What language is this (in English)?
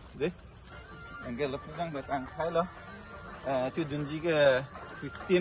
Karbi